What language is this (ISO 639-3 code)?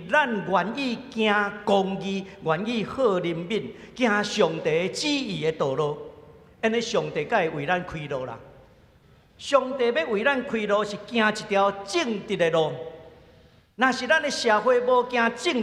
nan